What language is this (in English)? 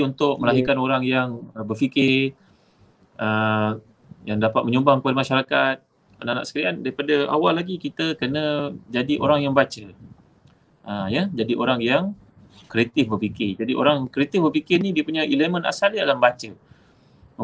Malay